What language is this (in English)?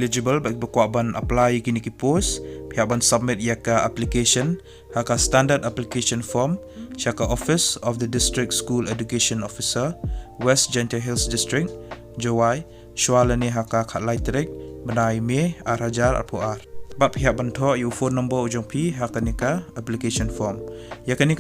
Khasi